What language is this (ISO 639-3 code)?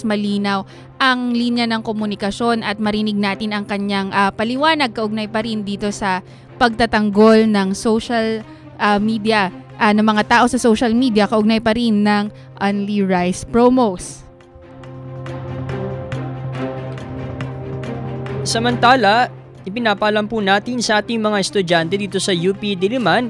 fil